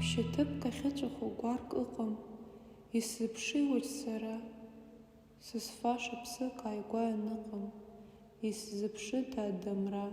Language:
Abkhazian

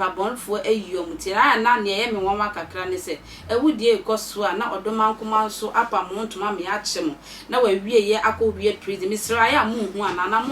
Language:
Akan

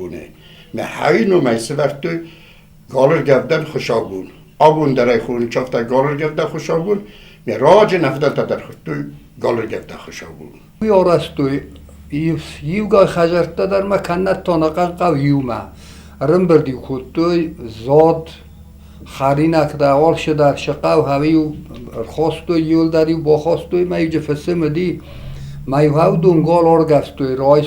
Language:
Ossetic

